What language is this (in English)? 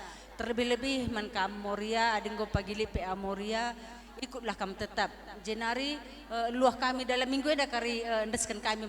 Batak Karo